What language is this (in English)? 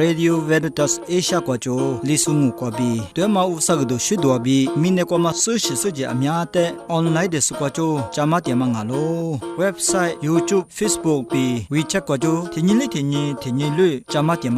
Lisu